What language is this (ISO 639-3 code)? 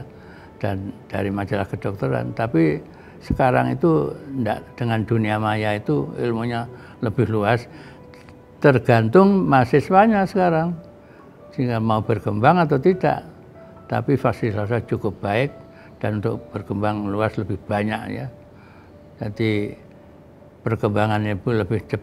ind